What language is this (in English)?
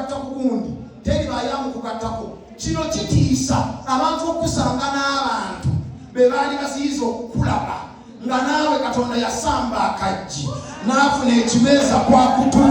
Ganda